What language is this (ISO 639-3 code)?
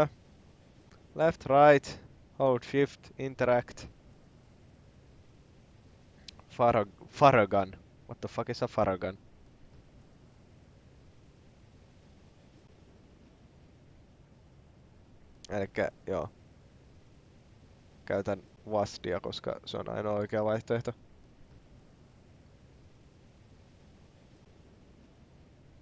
fin